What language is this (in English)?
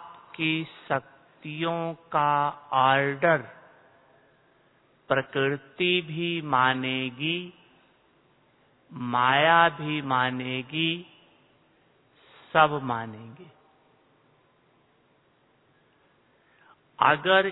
Hindi